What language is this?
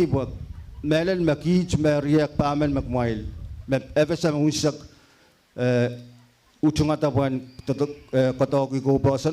Pohnpeian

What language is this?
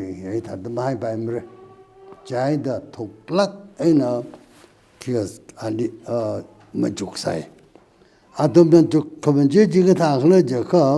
Tangkhul Naga (India)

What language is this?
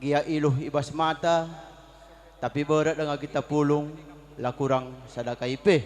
Batak Karo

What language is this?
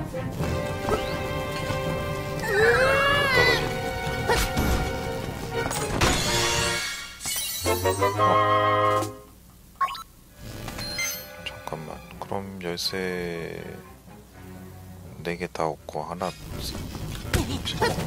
Korean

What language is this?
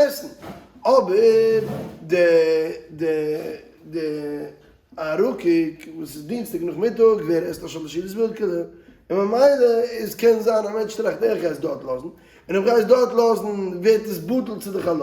Yiddish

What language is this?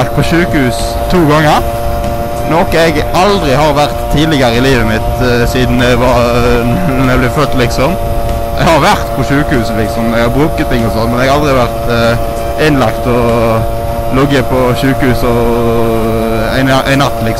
Norwegian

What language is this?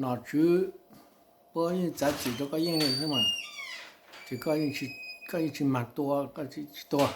Hmong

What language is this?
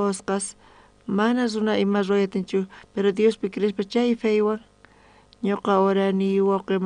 South Bolivian Quechua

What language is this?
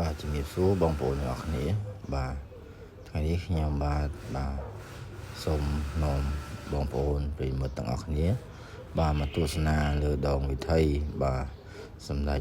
Khmer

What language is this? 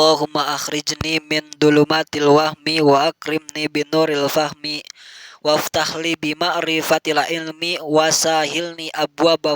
Sundanese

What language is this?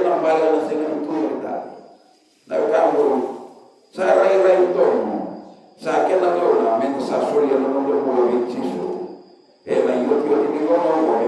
Fijian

